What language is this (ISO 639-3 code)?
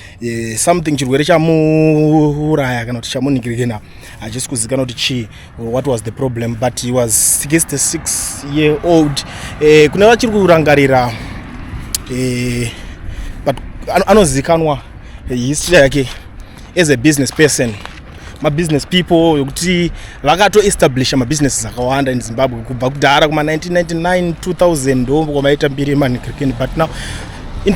sna